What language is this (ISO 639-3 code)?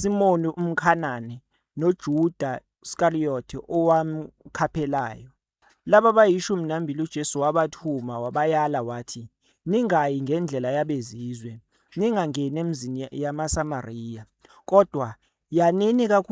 zul